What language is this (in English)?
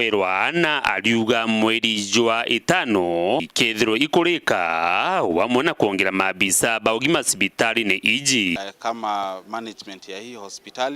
Meru